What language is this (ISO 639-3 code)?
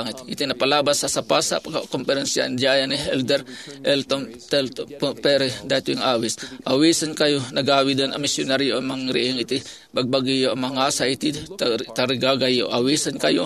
ilo